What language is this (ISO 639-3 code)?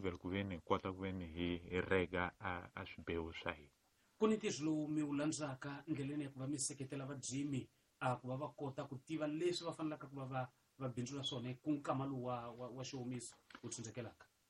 tso